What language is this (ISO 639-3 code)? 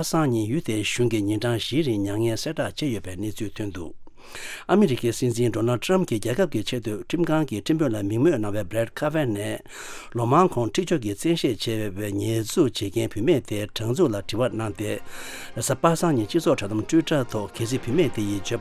bod